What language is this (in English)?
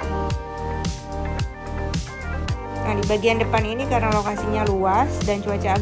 Indonesian